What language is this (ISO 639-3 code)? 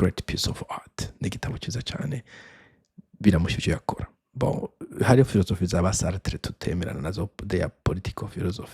run